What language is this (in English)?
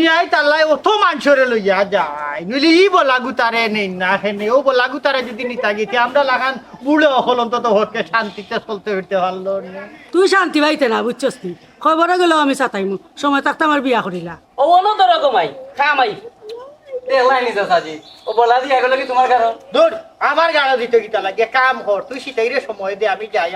Sylheti